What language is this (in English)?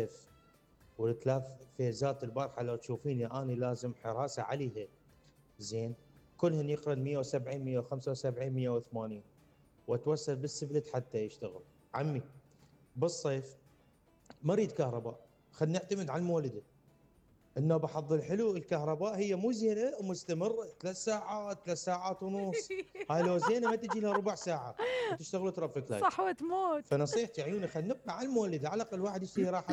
Mesopotamian Arabic